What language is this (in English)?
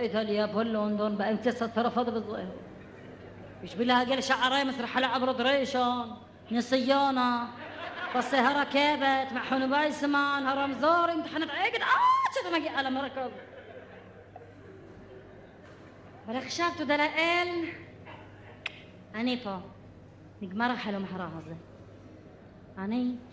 Hebrew